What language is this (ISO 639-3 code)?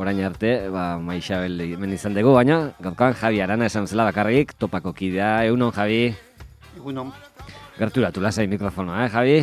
eus